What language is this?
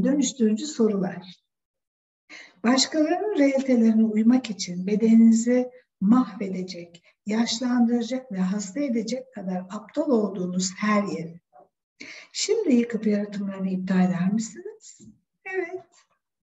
Turkish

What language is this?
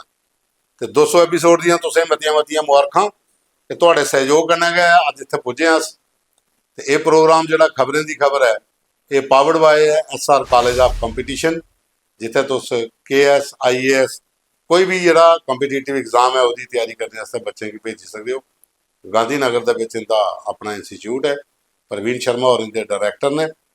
Dogri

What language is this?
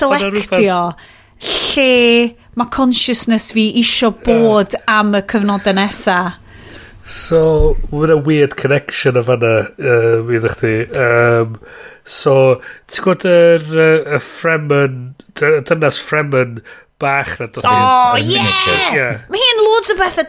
Welsh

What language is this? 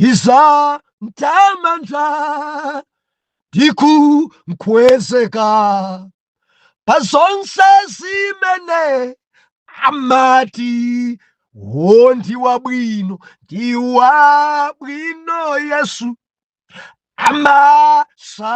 Nyanja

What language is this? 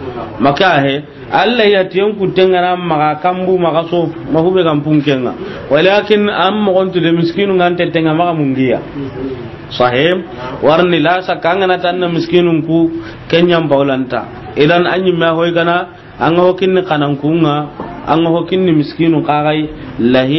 Soninke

